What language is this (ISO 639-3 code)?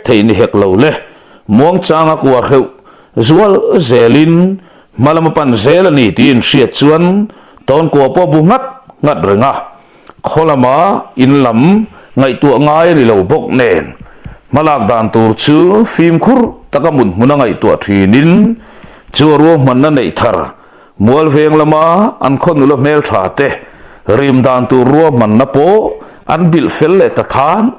lus